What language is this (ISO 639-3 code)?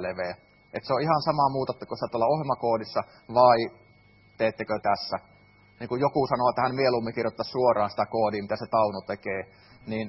fin